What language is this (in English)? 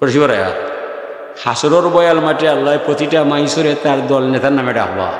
Sylheti